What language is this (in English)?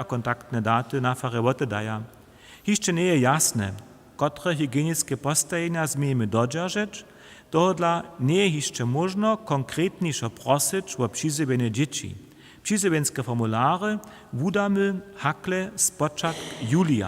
Upper Sorbian